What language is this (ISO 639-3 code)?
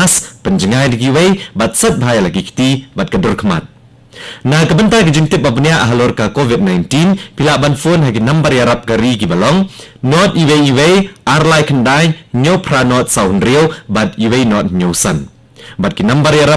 kha